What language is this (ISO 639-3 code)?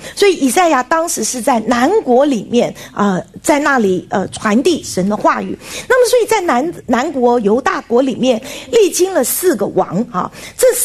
zho